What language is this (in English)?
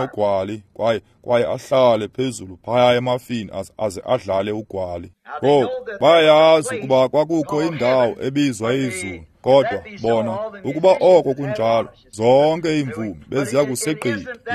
Xhosa